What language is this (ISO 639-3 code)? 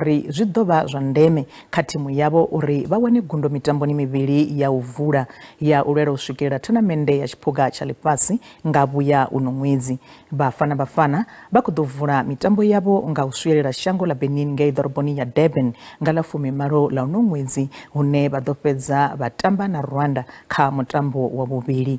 ven